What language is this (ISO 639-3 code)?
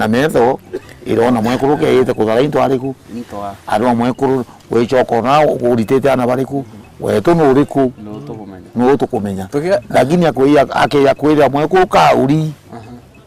mer